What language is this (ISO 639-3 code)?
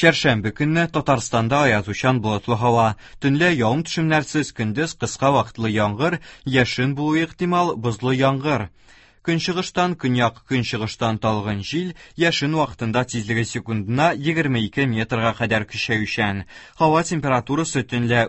tat